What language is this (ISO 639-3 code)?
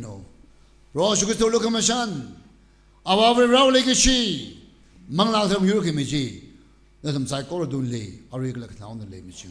nmf